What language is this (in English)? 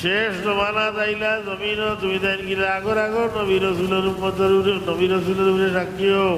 Sylheti